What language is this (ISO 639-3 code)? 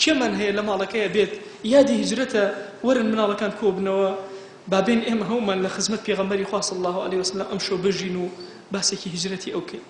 ckb